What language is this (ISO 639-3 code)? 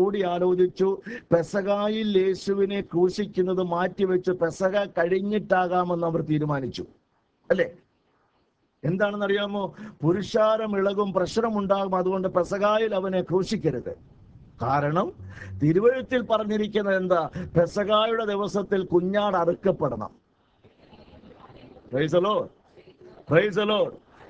mal